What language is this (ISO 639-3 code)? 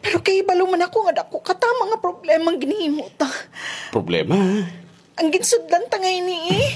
hil